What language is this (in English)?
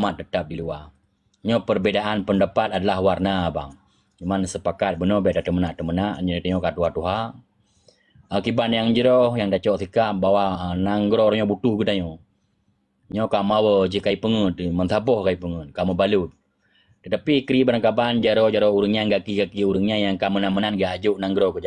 Achinese